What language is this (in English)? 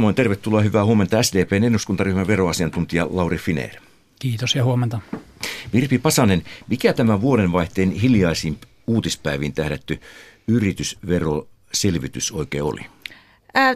Finnish